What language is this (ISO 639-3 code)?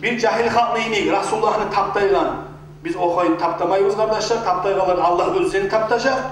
kum